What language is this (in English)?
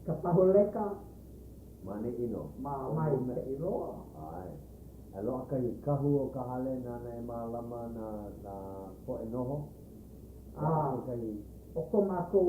Hawaiian